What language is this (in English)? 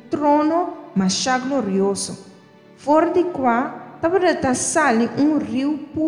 Papiamento